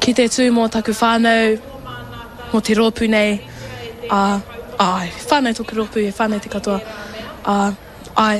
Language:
Māori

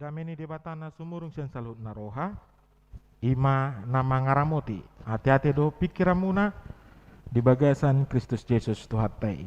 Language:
Batak Toba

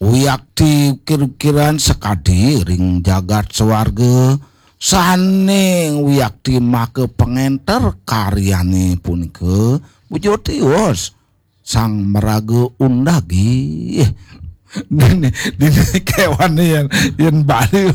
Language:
Balinese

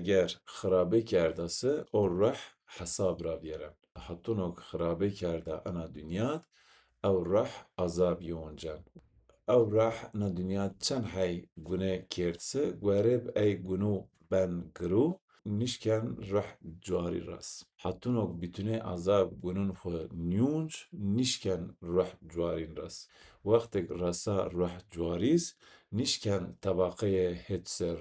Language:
Zaza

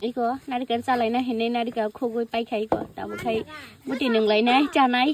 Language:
Kok Borok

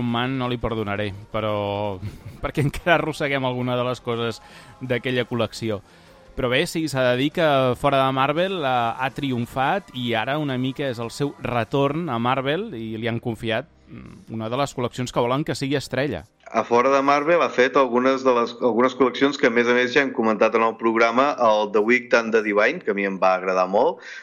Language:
Catalan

